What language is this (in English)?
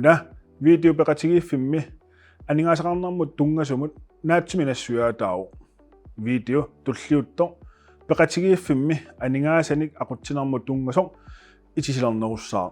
Kalaallisut